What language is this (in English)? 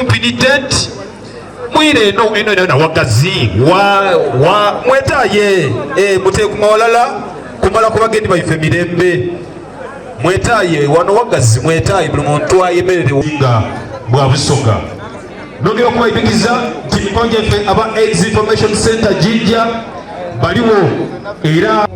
Soga